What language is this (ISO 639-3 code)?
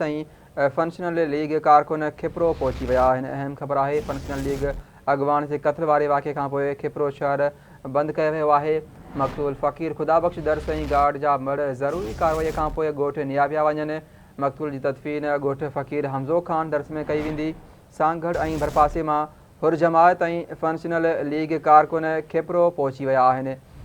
snd